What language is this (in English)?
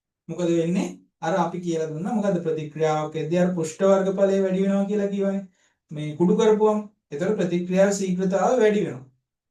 Sinhala